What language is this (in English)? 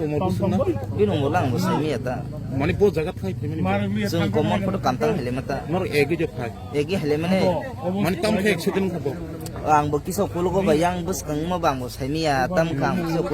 Kok Borok